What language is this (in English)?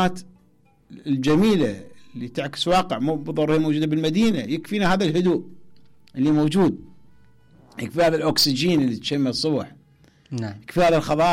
Mesopotamian Arabic